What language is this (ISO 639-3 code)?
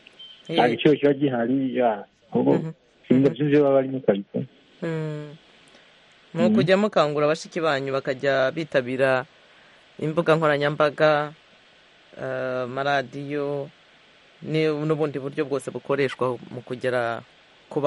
kin